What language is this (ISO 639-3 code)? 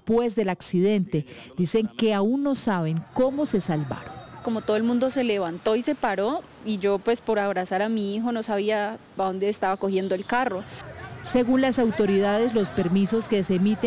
spa